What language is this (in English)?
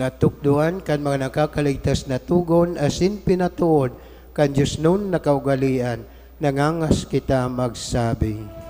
Bikol